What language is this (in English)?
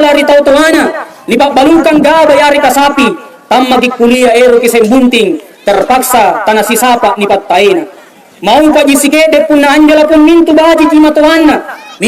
Makasar